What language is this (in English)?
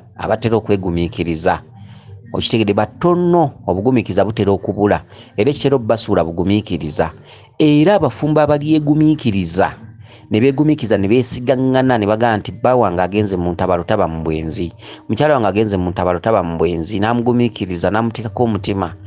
Ganda